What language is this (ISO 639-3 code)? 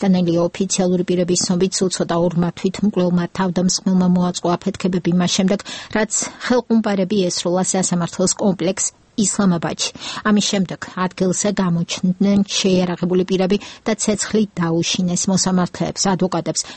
kat